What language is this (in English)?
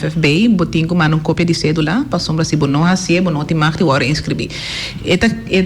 Papiamento